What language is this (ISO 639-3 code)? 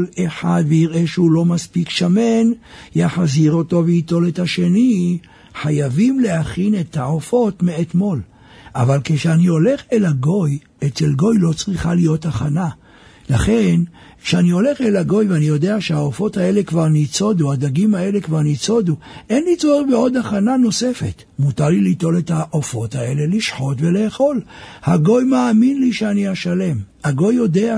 heb